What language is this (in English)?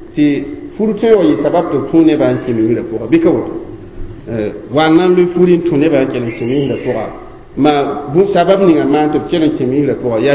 Mossi